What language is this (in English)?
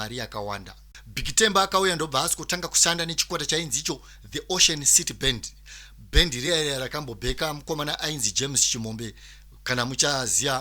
Shona